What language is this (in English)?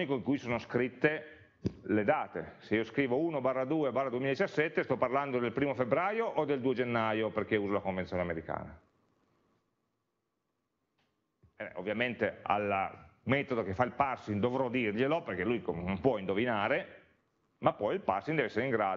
Italian